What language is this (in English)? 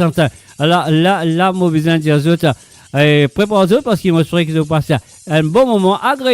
Morisyen